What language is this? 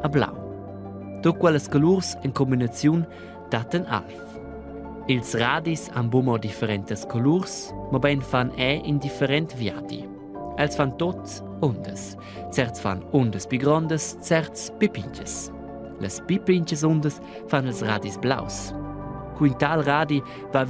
Romansh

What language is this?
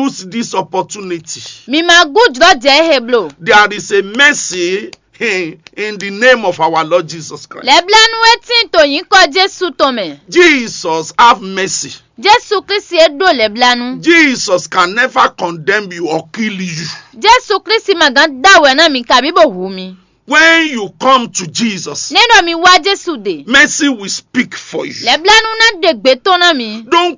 Fon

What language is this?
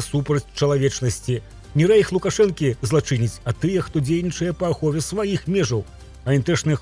Belarusian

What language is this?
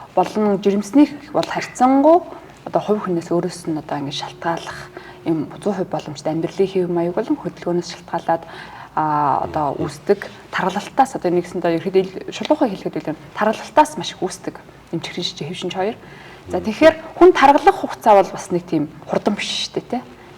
Mongolian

